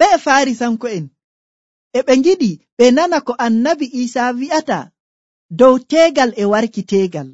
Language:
Nigerian Fulfulde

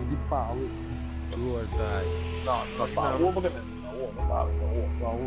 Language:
Papiamento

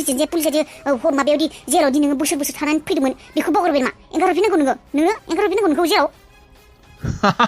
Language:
Bodo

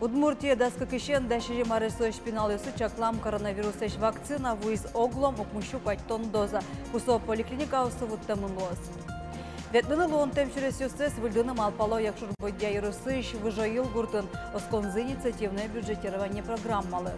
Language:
Udmurt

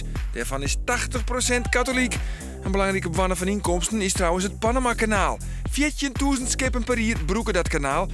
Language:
Western Frisian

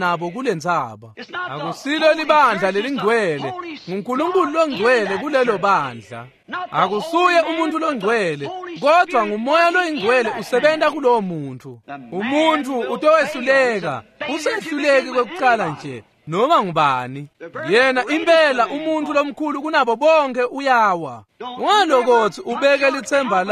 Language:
Swati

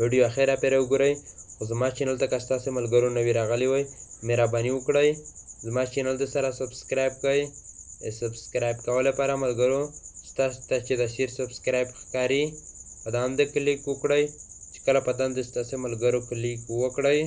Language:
Pashto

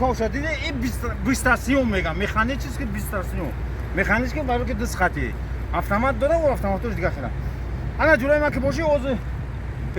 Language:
Tajik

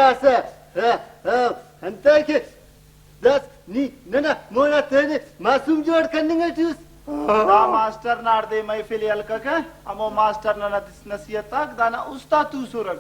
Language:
Brahui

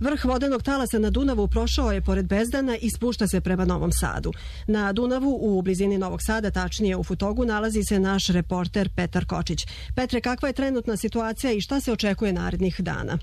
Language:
Serbian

